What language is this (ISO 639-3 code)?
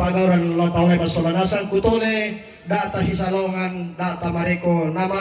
sda